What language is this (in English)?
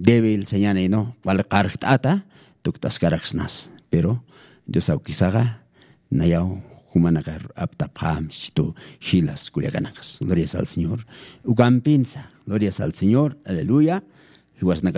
Aymara